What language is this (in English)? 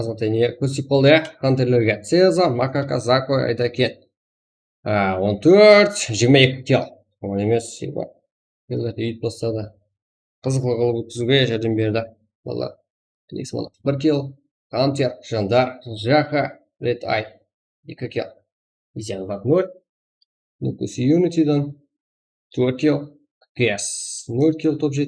Kara-Kalpak